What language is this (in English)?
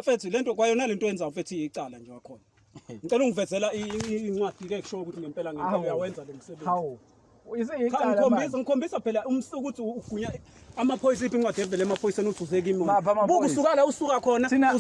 Zulu